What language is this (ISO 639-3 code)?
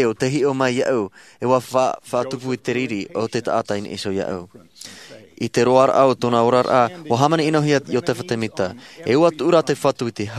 tah